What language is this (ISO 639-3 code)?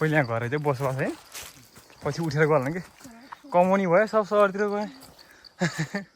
nep